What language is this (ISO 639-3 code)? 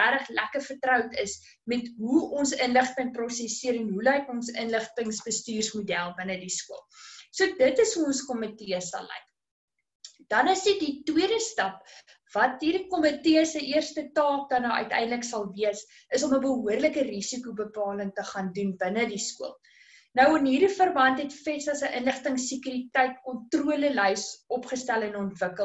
afr